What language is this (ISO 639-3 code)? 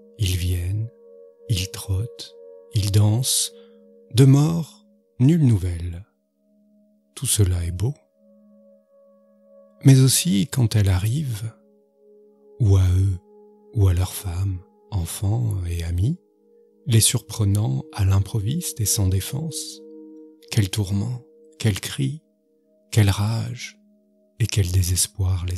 fra